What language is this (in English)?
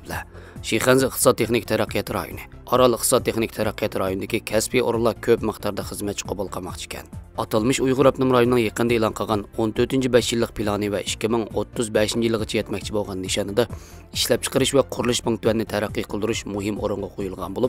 Uyghur